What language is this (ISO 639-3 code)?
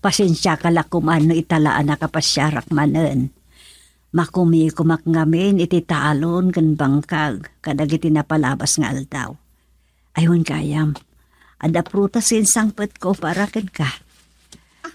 ilo